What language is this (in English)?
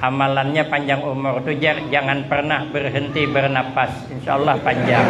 Banjar